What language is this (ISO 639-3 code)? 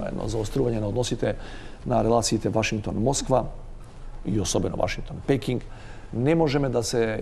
mkd